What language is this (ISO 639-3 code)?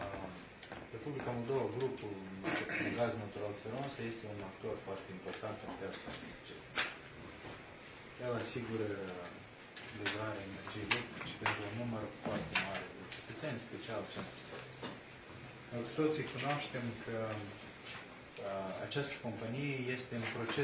ron